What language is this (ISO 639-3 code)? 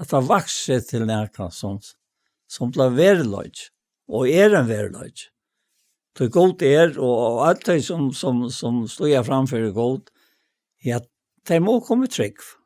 fao